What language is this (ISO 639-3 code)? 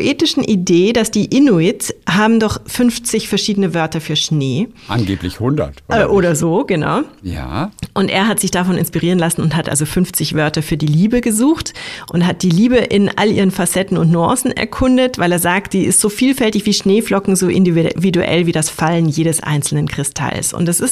deu